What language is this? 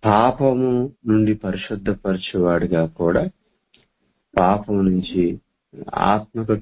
Telugu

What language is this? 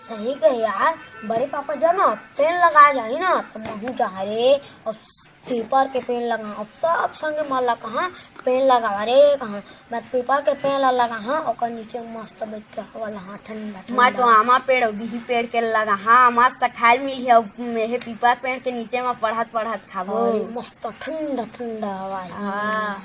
Chhattisgarhi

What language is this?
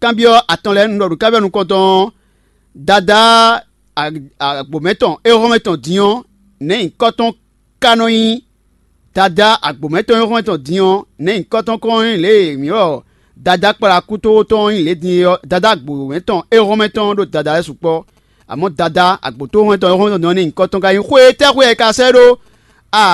Fon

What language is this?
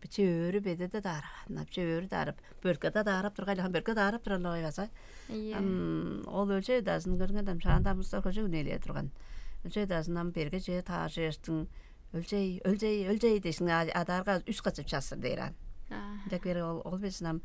Tuvinian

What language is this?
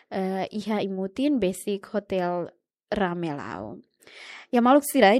Tetum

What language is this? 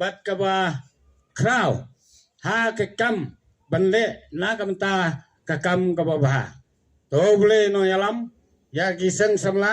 Khasi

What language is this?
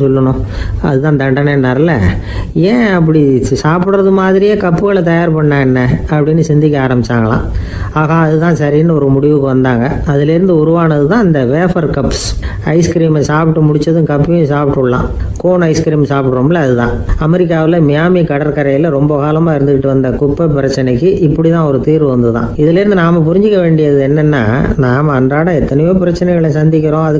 Tamil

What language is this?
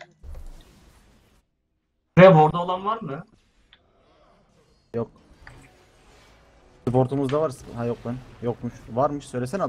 Turkish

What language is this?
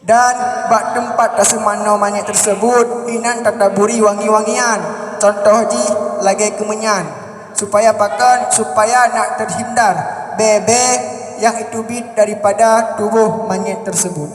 Achinese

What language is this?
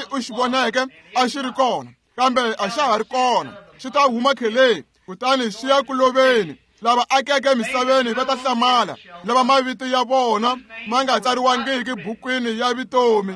Tsonga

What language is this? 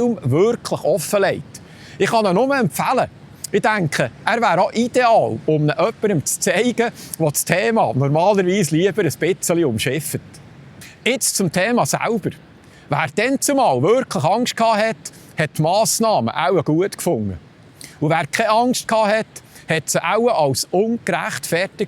Swiss German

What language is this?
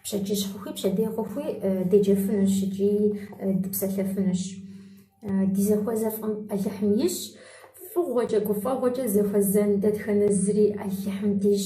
Kabardian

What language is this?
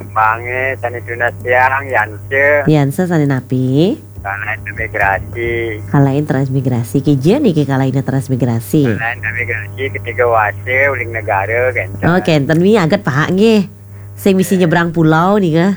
Balinese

